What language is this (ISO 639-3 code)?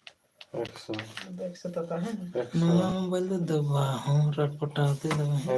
sat